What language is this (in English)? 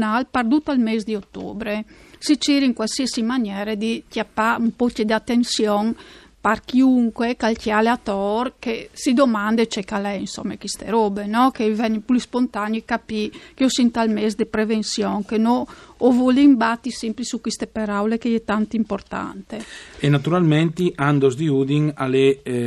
Friulian